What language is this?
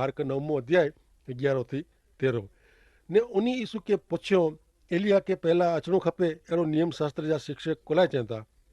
Kachhi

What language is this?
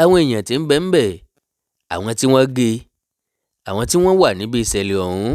Yoruba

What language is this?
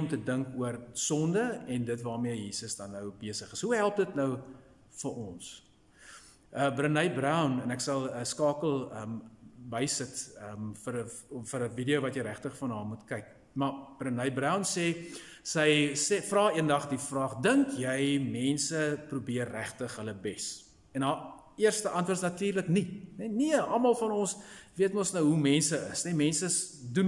Afrikaans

